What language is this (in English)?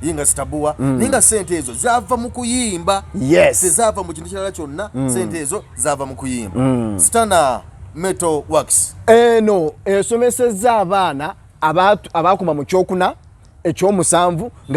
Ganda